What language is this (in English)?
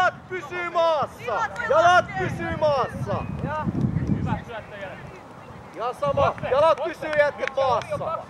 Finnish